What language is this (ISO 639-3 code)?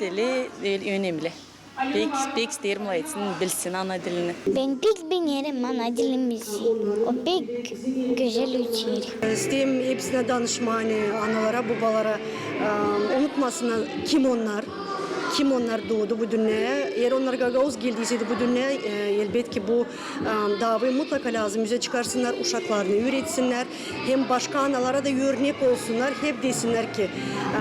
gag